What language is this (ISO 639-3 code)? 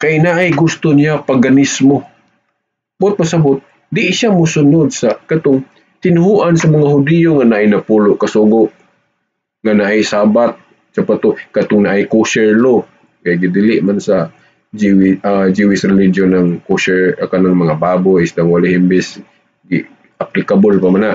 ceb